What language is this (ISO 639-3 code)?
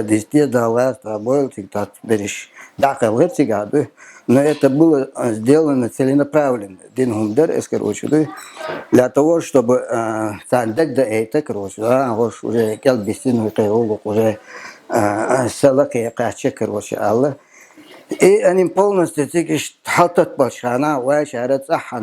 che